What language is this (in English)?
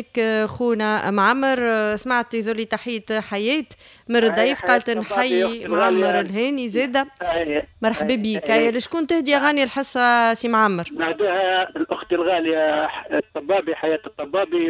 Tunisian Arabic